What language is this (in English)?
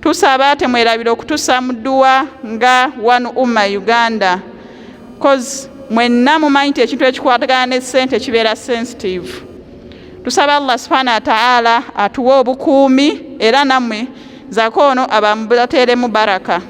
Ganda